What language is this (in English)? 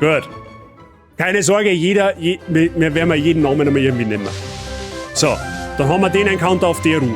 Bavarian